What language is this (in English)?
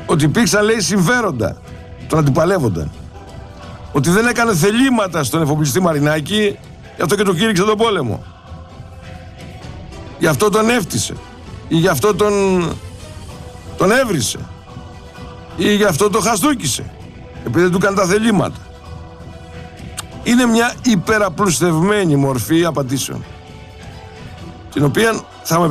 Greek